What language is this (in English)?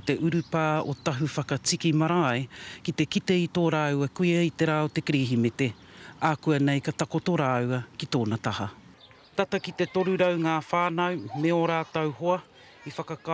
Māori